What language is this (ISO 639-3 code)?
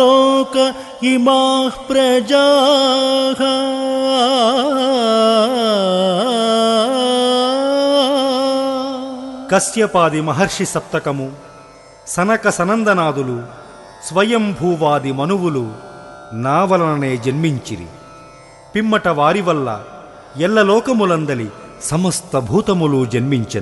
tel